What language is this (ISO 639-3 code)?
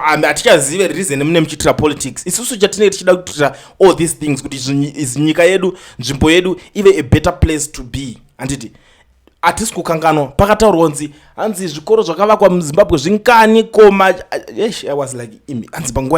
sna